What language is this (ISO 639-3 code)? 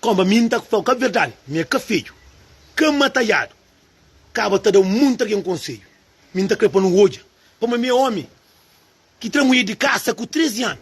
kea